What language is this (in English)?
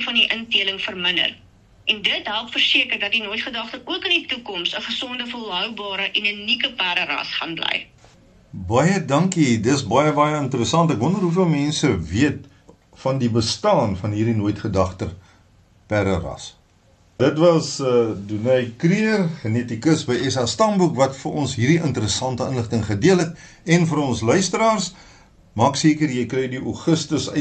Afrikaans